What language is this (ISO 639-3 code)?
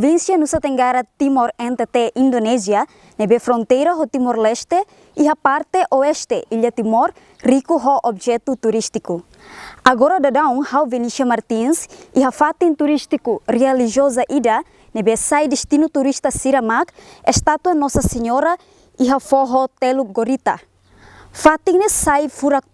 tet